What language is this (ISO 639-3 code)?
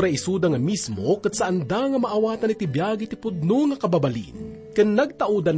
ilo